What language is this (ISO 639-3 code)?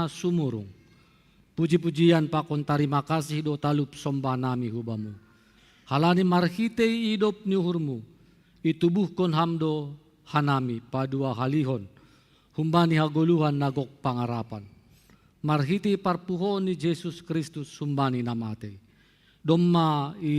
bts